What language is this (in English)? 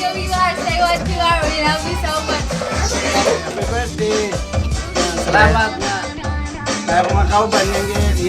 Cebuano